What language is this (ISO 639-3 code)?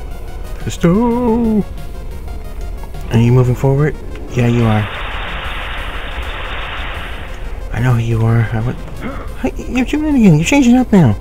eng